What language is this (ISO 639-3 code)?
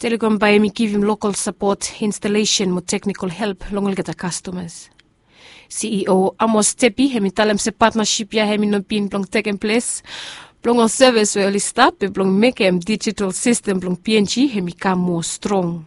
bis